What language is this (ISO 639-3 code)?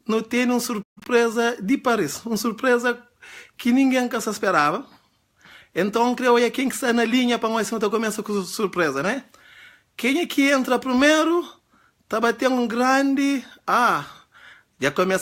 kea